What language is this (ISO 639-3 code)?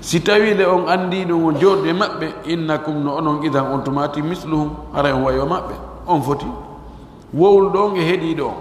fuf